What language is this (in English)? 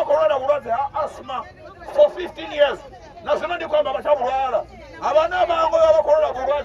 Venda